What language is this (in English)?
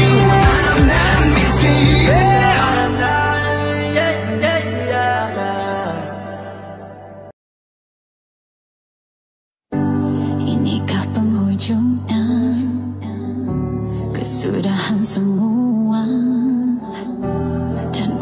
Malay